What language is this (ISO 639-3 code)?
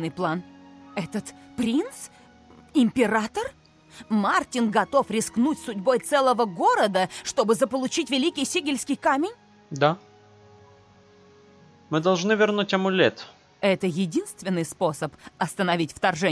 rus